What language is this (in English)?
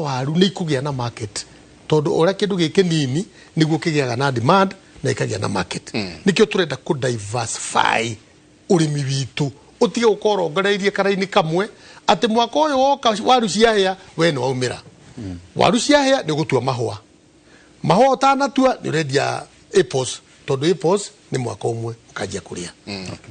Kikuyu